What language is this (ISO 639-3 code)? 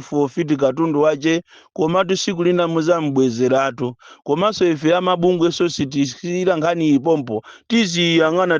nya